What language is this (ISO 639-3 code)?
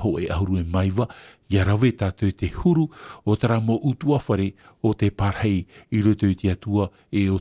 tah